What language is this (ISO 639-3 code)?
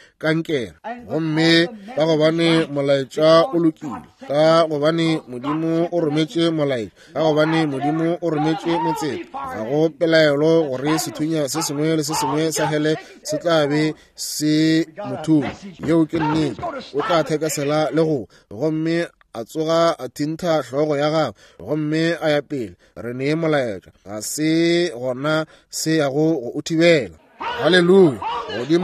nso